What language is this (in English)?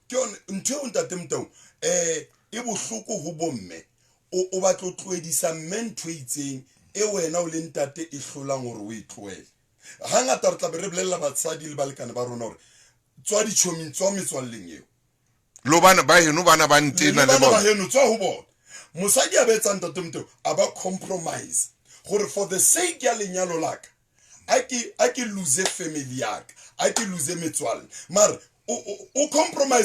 Southern Sotho